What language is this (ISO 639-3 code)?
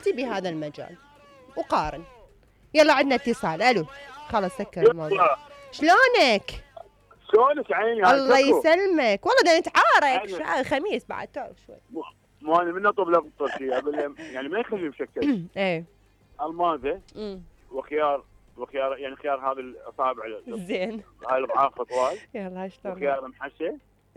acm